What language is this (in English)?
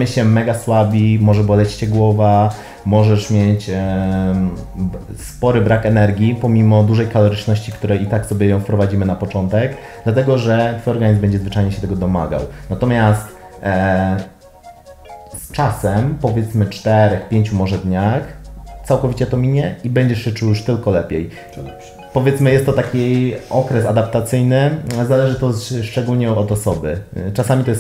Polish